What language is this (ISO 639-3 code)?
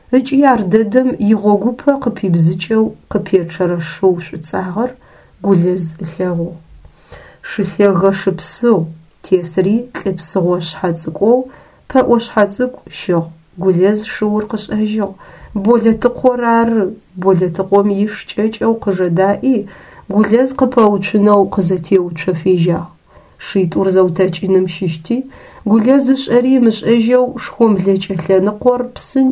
ady